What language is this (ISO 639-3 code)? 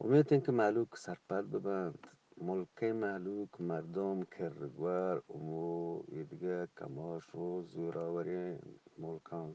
bgp